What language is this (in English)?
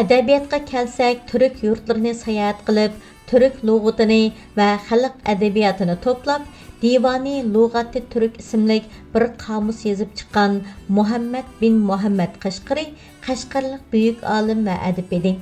Uyghur